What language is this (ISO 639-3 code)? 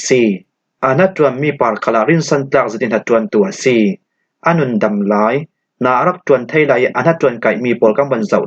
cfm